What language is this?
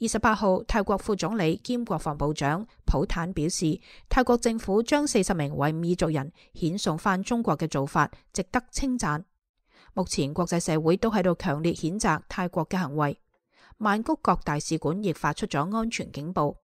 Cantonese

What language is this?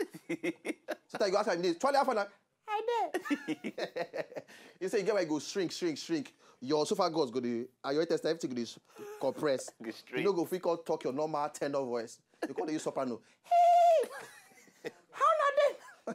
Nigerian Pidgin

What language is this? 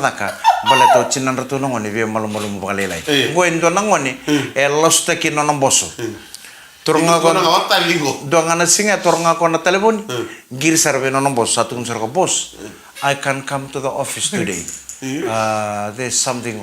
Fijian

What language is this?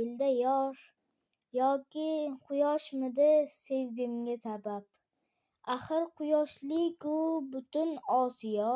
Uzbek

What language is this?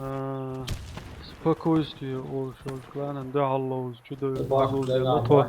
Chechen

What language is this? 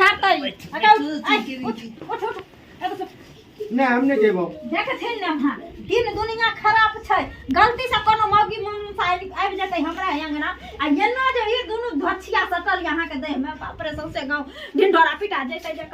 Maithili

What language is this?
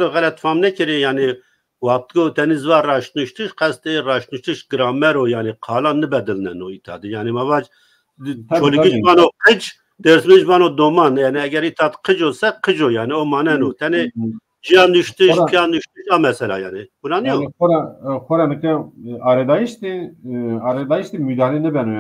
Zaza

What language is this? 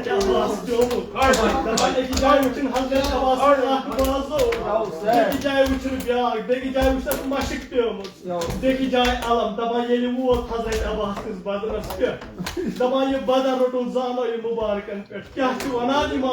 Kashmiri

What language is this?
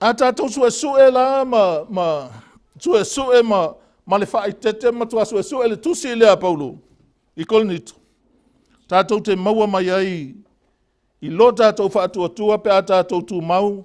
Samoan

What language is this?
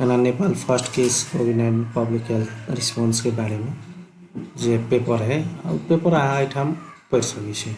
Maithili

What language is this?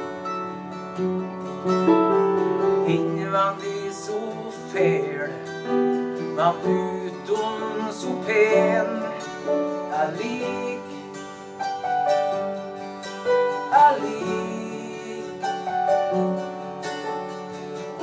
Norwegian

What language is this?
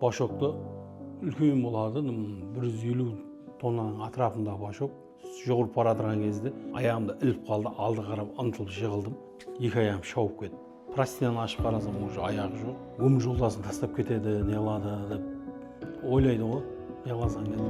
Kara-Kalpak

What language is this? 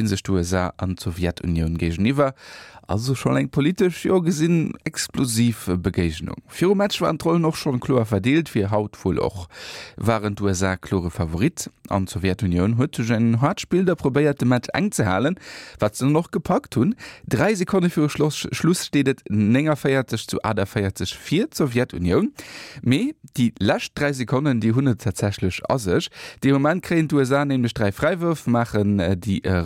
Luxembourgish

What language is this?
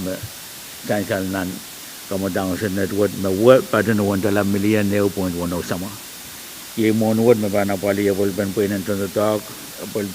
Pohnpeian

